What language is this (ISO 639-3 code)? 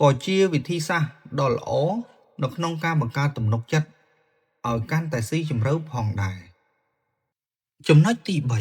khm